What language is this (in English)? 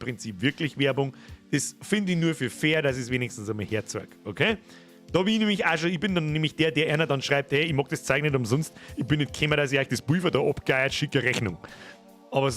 Bavarian